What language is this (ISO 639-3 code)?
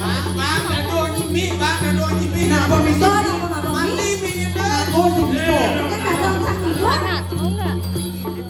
ban